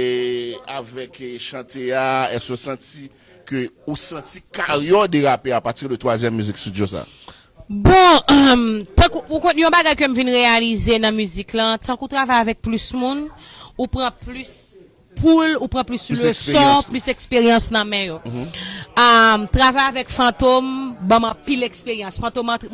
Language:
Haitian Creole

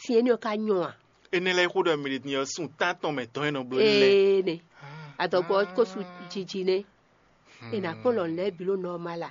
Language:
Fon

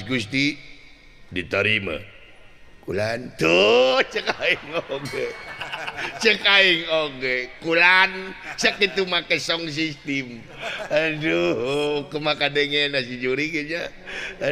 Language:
Sundanese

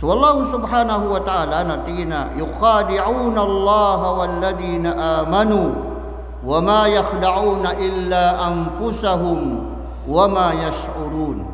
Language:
Maranao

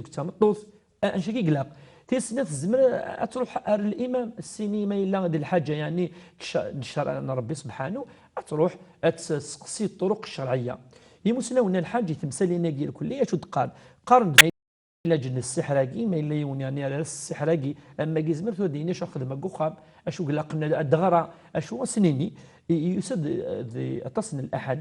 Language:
Kabyle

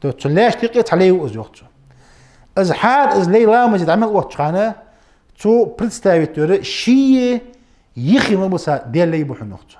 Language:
Ingush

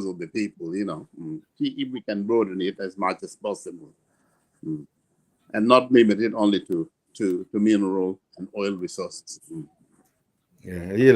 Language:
Acoli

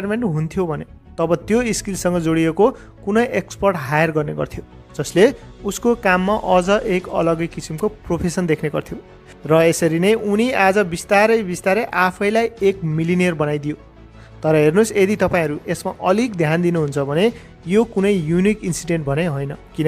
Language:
Nepali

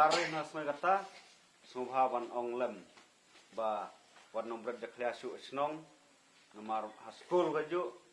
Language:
Khasi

